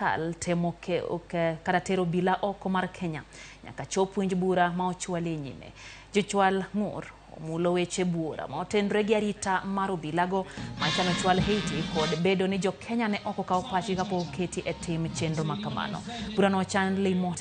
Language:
Luo (Kenya and Tanzania)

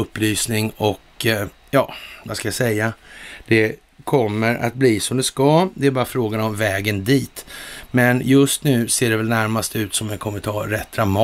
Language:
Swedish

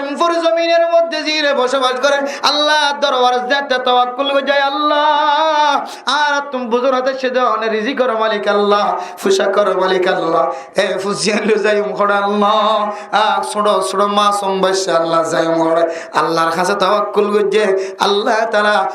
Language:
Rohingya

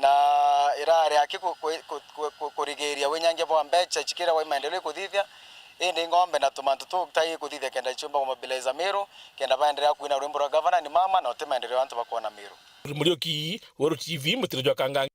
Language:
Meru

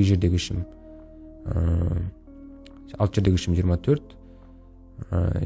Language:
Kazakh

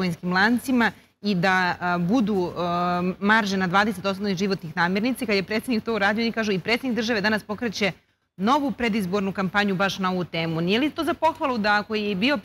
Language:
Serbian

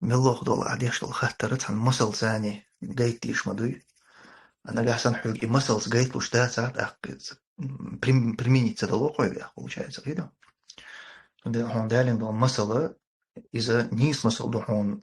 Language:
Chechen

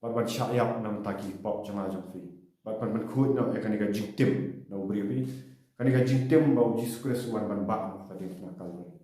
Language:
Khasi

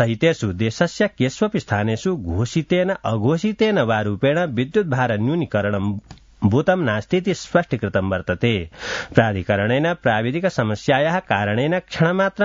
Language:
Sanskrit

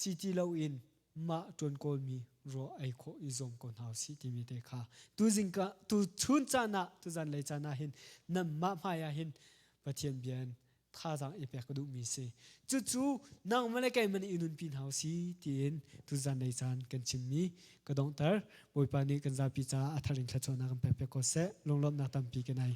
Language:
Hakha Chin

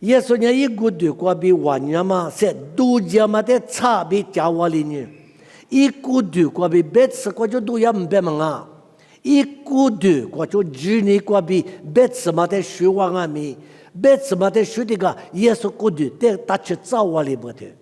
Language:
Lisu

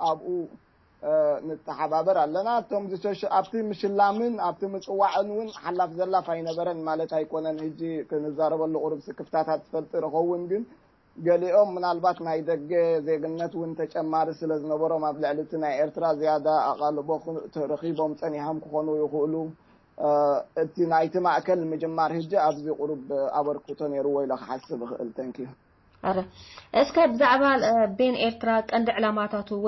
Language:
Tigrinya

